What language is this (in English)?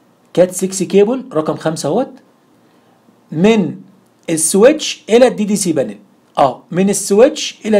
Egyptian Arabic